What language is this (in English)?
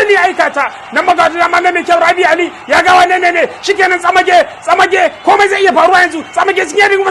Hausa